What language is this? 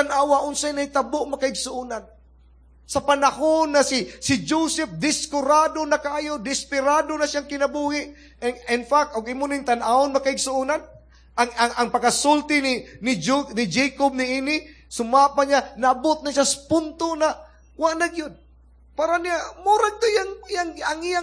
Cebuano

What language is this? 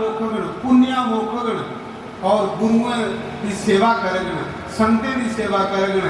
Dogri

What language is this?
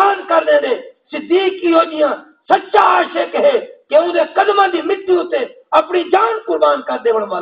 Saraiki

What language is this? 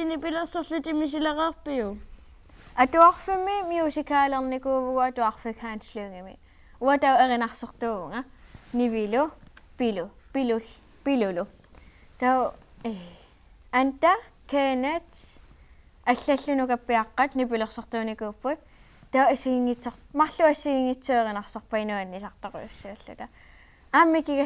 Kalaallisut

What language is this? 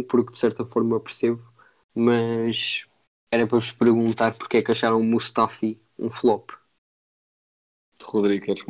Portuguese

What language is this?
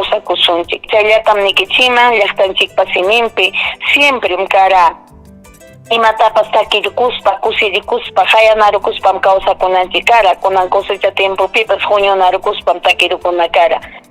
Ayacucho Quechua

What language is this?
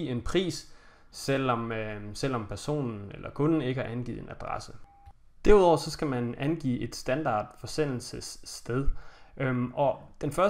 Danish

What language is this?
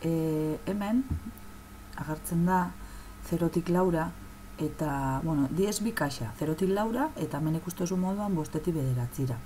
Basque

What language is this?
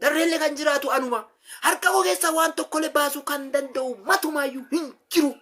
Oromo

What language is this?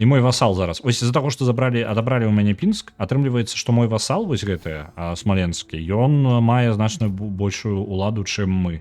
Belarusian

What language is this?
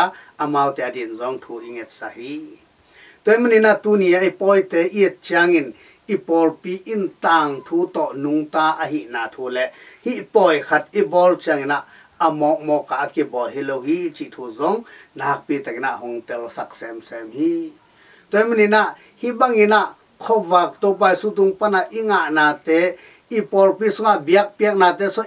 Tedim Chin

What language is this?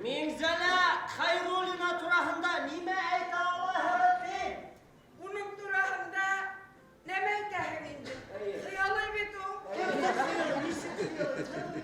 Bashkir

